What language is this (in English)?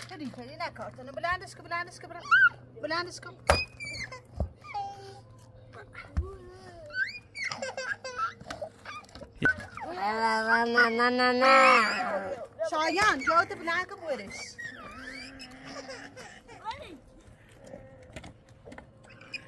Persian